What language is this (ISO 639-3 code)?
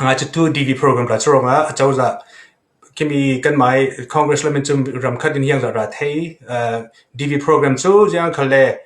cfm